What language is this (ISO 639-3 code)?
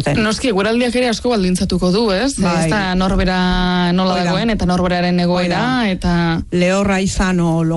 eus